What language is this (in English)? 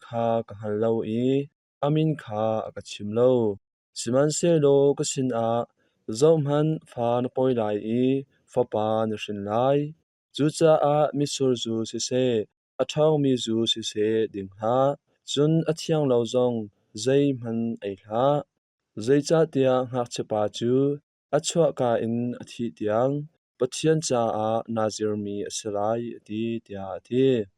Hakha Chin